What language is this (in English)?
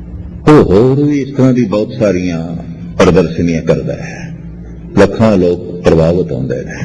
Punjabi